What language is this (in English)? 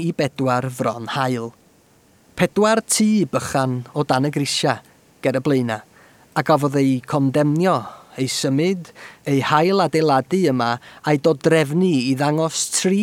Welsh